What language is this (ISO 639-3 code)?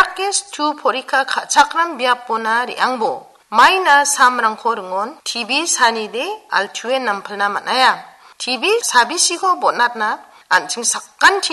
grt